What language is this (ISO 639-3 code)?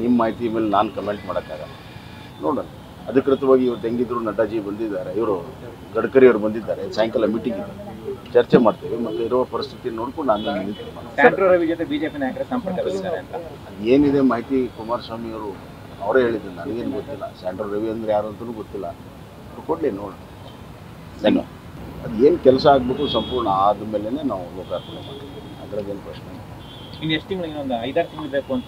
kan